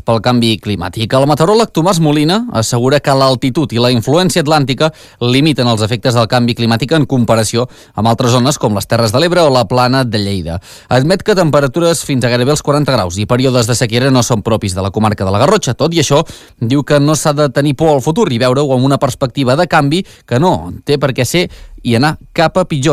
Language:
Catalan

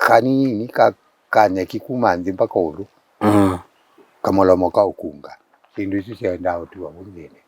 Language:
Kamba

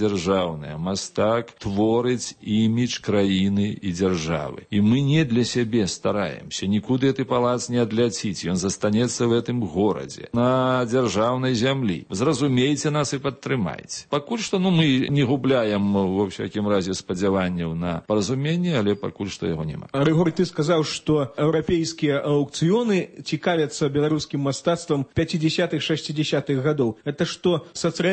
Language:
Belarusian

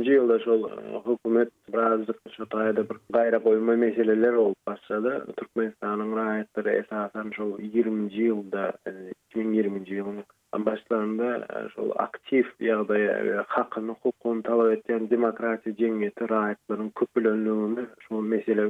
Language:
Turkmen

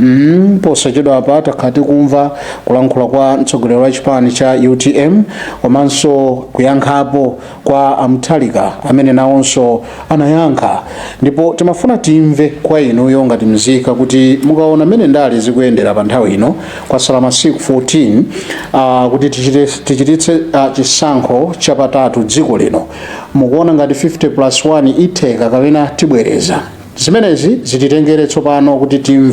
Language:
Nyanja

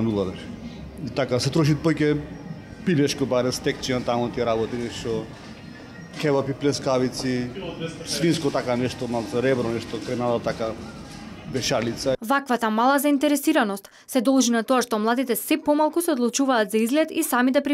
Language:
Macedonian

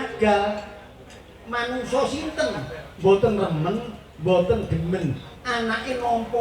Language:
Javanese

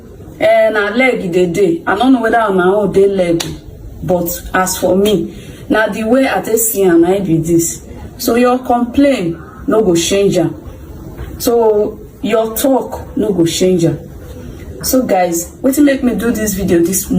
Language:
Nigerian Pidgin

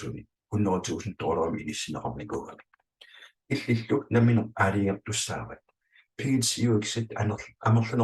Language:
Kalaallisut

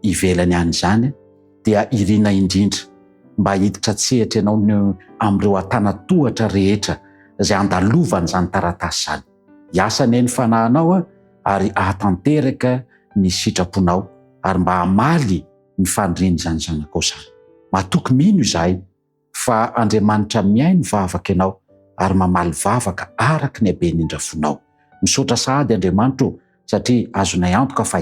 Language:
Malagasy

